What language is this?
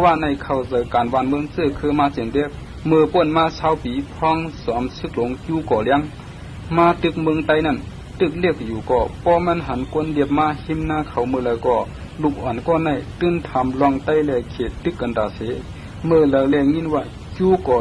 Shan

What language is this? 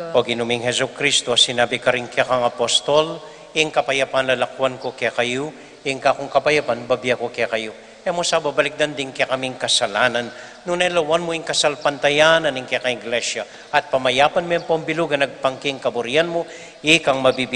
Pampanga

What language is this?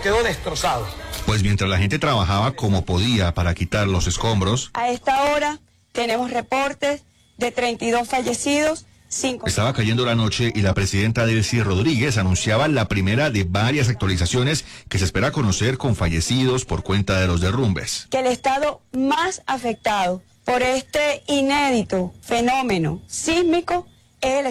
Spanish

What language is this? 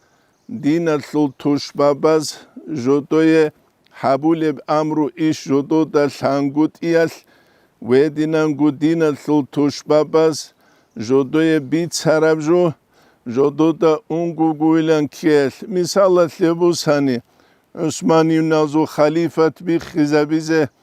Avaric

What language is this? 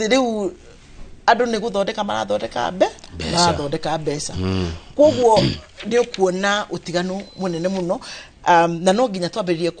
Kikuyu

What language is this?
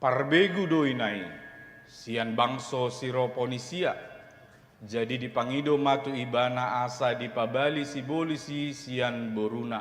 Batak Toba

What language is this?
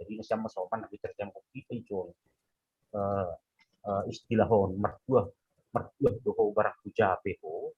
Batak Simalungun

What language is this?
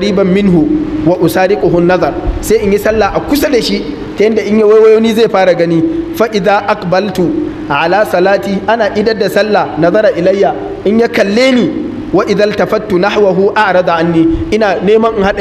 Hausa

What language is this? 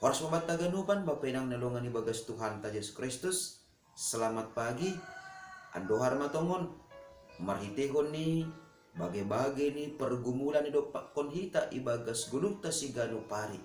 Batak Simalungun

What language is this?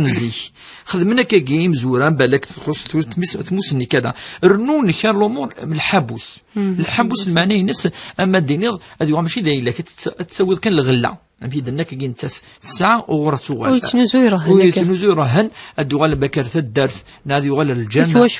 Kabyle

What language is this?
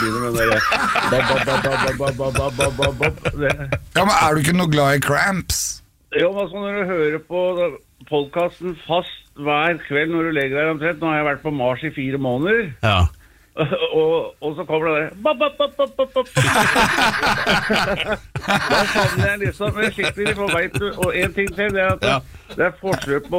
Norwegian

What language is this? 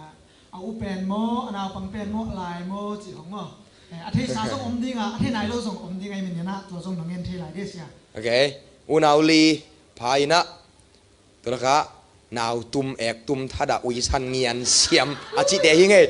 Tedim Chin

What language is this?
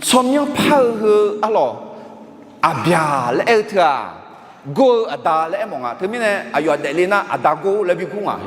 Akha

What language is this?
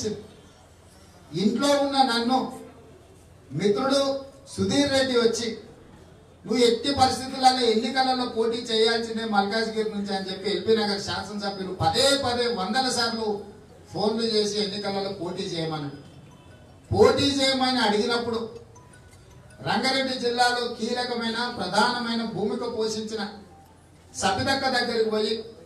Telugu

